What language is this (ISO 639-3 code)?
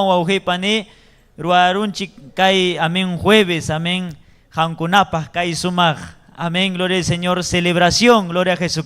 quy